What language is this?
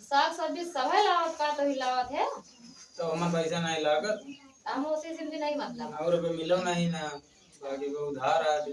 Awadhi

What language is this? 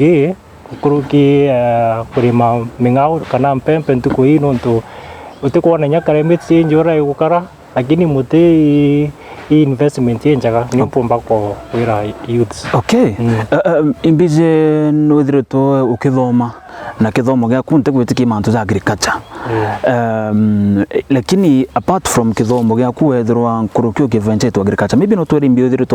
Meru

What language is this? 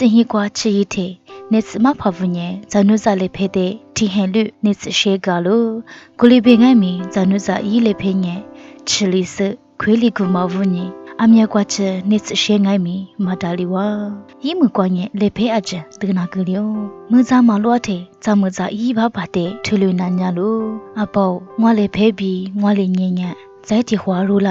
Lisu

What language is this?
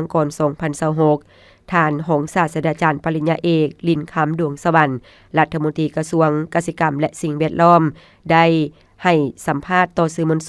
Lao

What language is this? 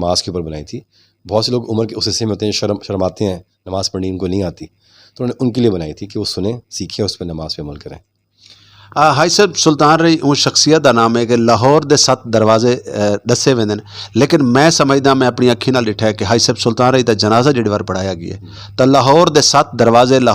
Western Panjabi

